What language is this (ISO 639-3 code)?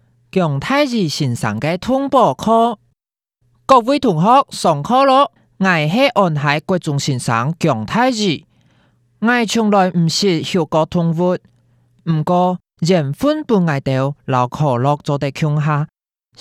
hak